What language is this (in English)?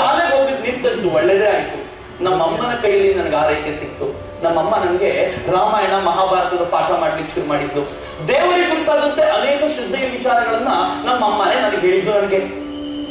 Kannada